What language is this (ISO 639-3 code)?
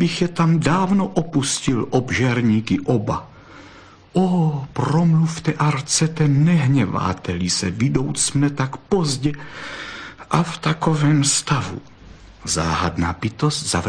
ces